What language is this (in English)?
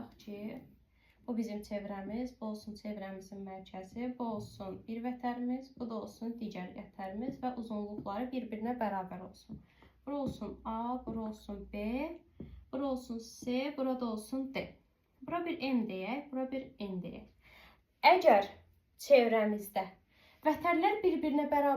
Azerbaijani